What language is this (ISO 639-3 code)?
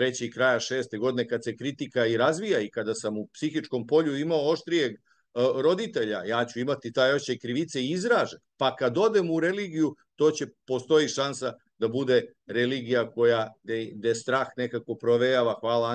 srp